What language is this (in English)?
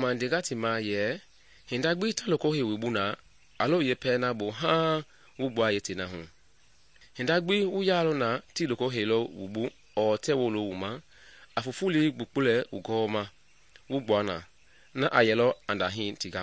Mende